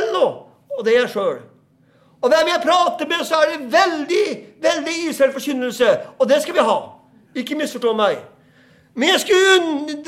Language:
Norwegian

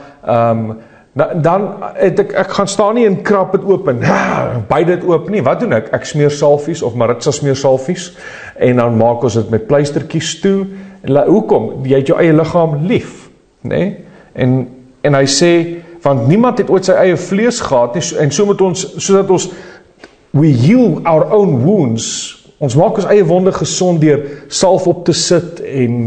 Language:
Afrikaans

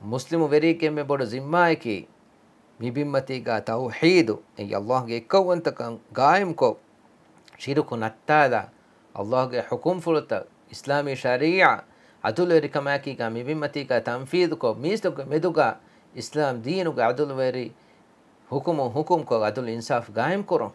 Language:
Divehi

